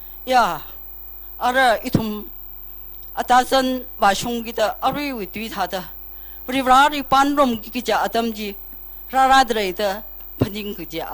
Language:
Tangkhul Naga (India)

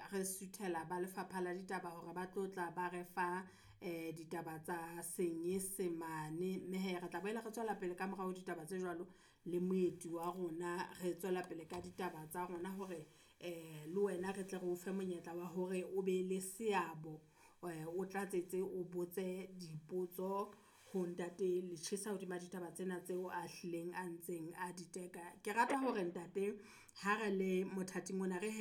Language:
Southern Sotho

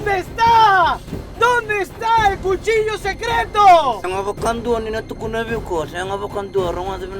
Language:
Fijian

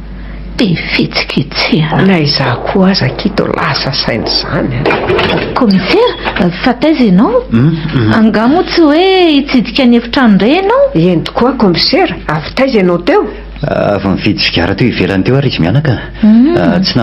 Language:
Malagasy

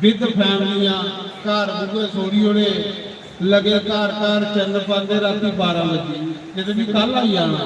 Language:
Dogri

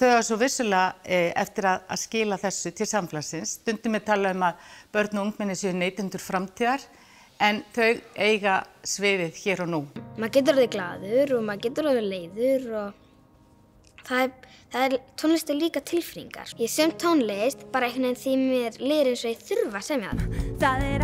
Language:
Icelandic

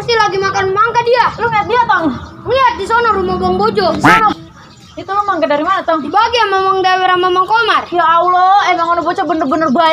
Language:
Betawi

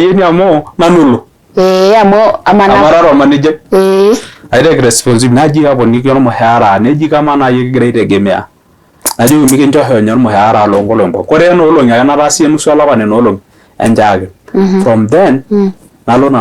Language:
Masai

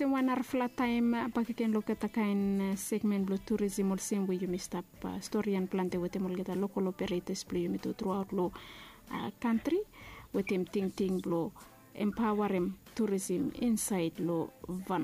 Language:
Bislama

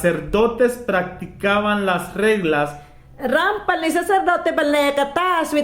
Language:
Mayangna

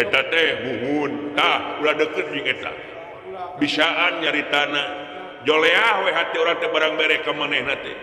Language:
Sundanese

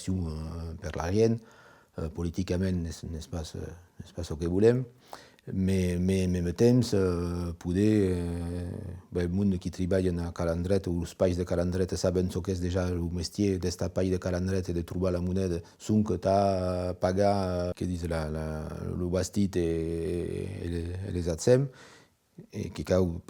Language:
Occitan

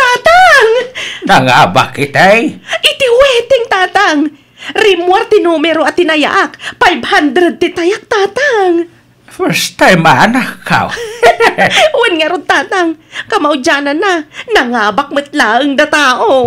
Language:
Iloko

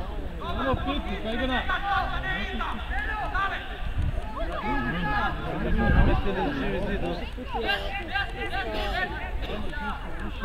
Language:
Serbian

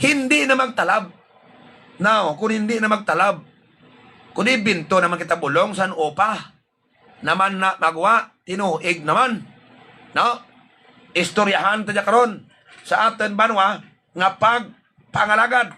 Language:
Hiligaynon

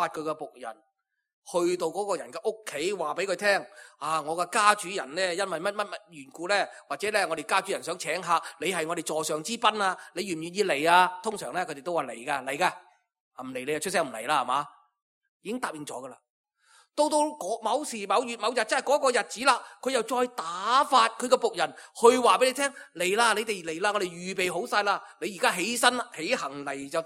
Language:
Cantonese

